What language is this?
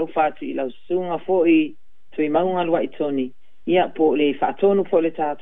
Samoan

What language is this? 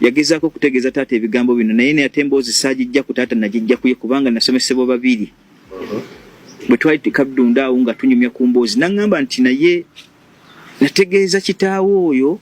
Ganda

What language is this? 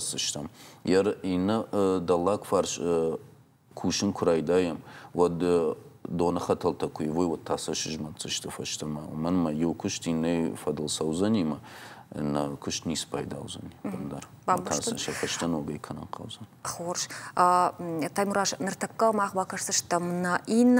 Ossetic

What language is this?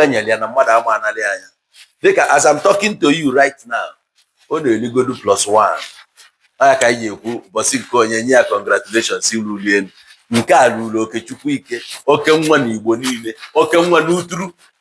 Igbo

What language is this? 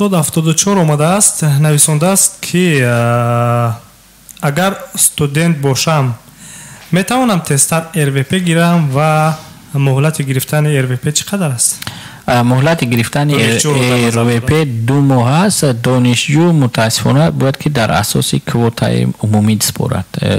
Tajik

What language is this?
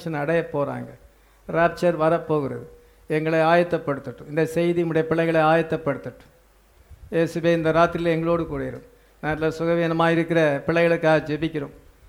Tamil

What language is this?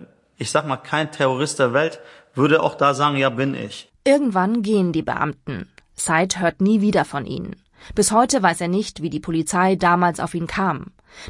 German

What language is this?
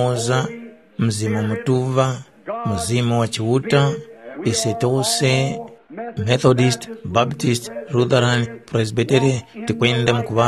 Tumbuka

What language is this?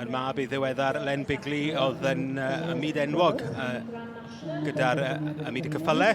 Welsh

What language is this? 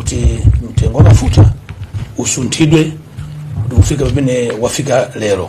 Nyanja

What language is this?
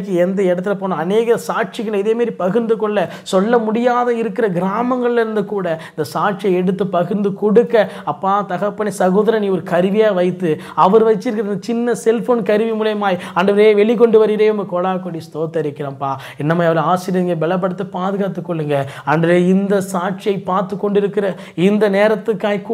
Tamil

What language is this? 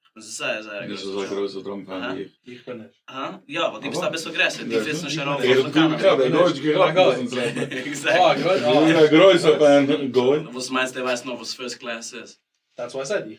Yiddish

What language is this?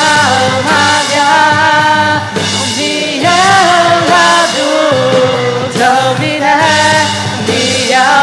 Akha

